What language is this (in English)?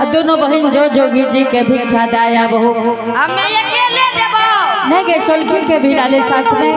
Angika